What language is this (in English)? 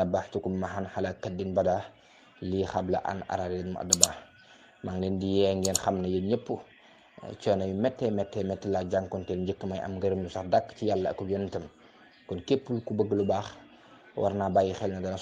Wolof